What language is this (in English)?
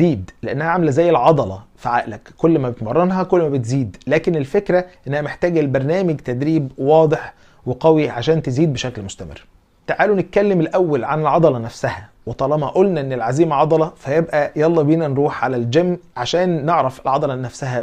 Egyptian Arabic